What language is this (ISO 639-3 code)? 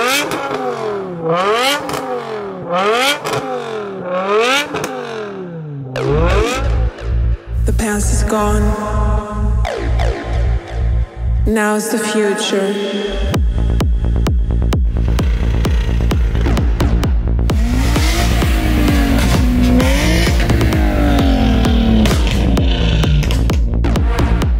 hun